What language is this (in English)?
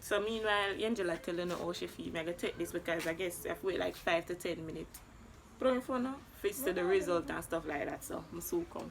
Jamaican Creole English